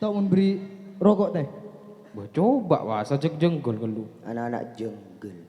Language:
Madurese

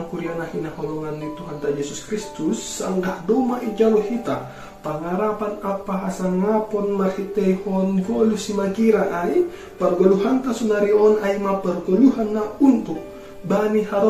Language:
Batak Simalungun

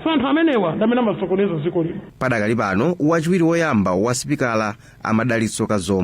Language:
Nyanja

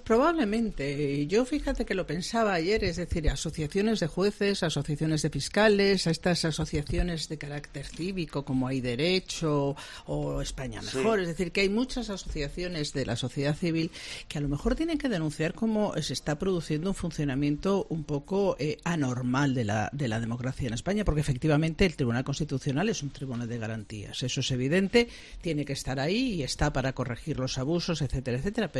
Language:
Spanish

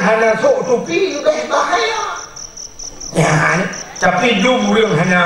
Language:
Achinese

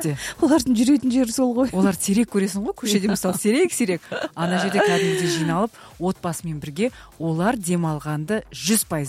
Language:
Kazakh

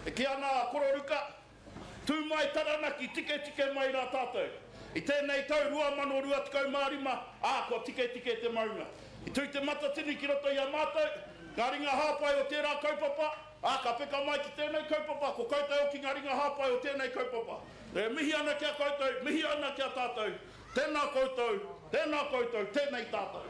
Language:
Māori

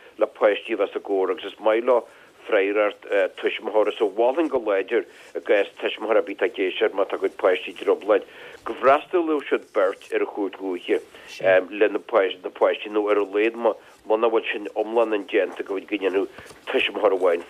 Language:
Irish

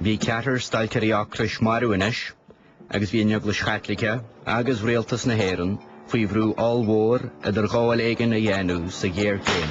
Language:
Irish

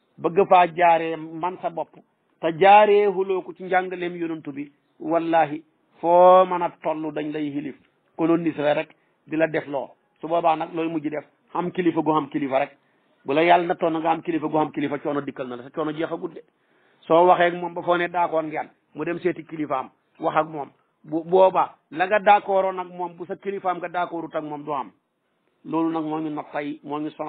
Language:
Wolof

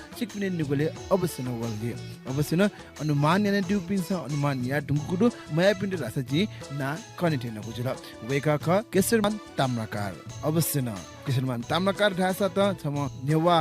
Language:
Newari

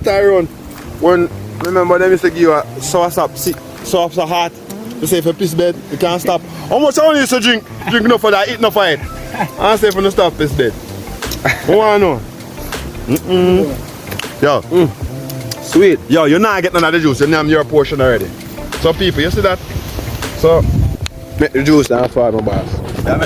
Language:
Jamaican Creole English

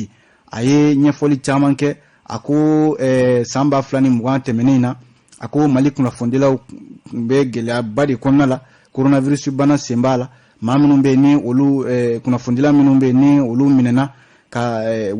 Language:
Bambara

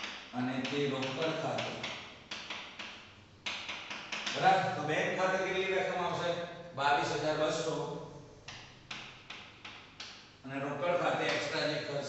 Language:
Gujarati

